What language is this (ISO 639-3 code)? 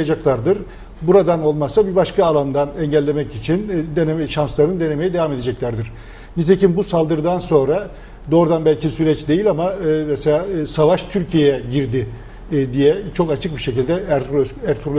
tur